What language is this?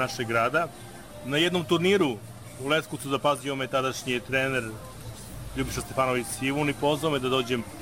Serbian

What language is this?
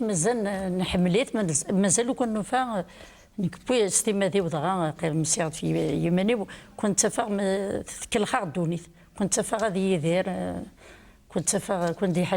Kabyle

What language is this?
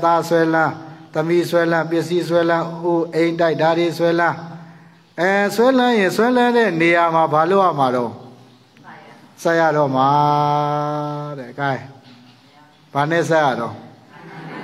Burmese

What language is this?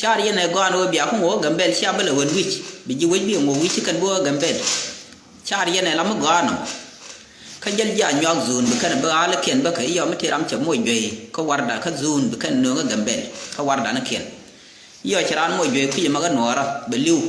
Nuer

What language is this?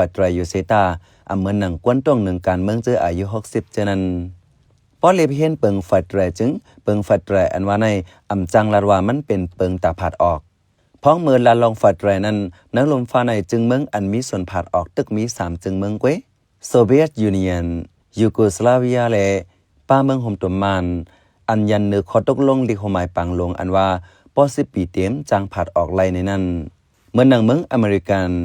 Shan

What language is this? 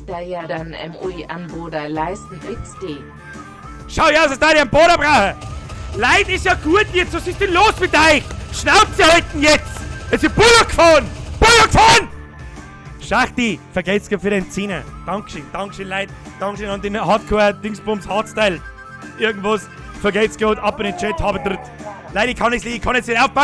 Bavarian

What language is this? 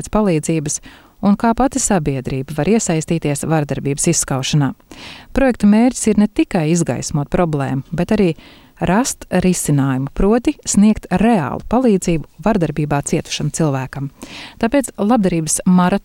Latvian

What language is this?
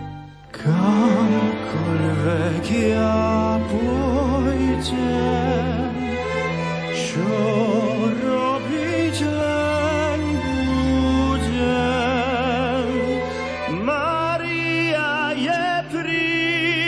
Slovak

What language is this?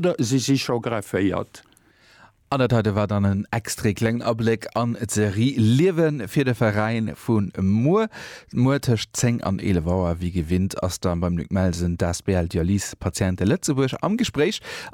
Luxembourgish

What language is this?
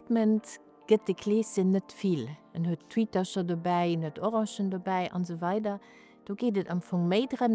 Luxembourgish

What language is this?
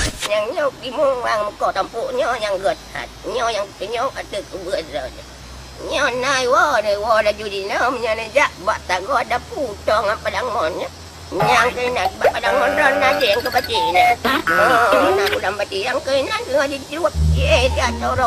Achinese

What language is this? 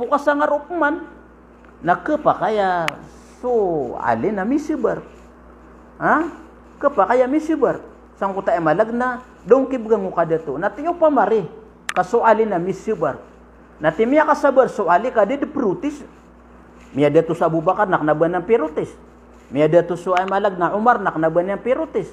Maranao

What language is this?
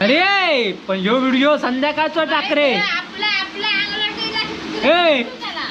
Konkani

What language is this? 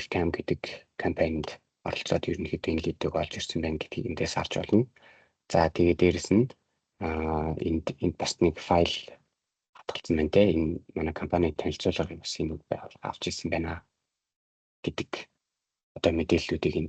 Mongolian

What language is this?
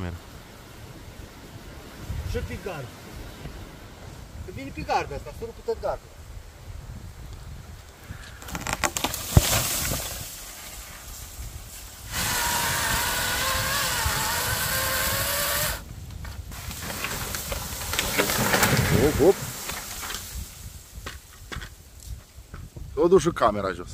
Romanian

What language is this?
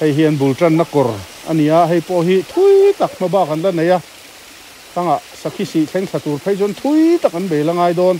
Mizo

